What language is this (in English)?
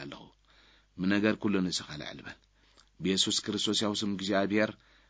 Tigrinya